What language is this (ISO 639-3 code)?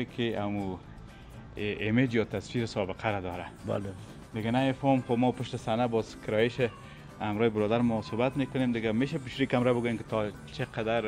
fas